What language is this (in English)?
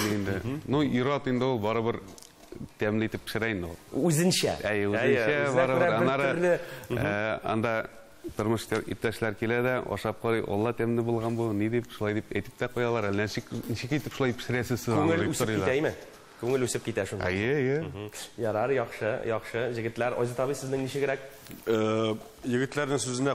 Tatar